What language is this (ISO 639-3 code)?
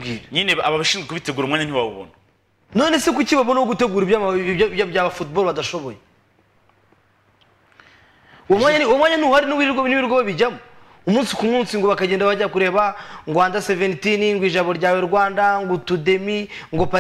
kin